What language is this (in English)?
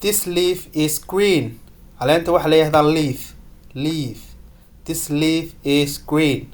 Somali